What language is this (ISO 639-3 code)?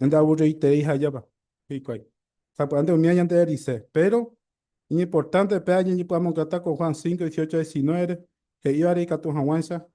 grn